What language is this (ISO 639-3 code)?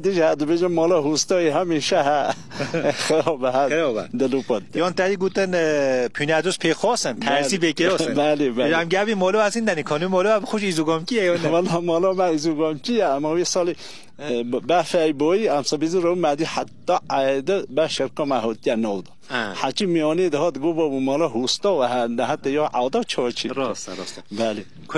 kur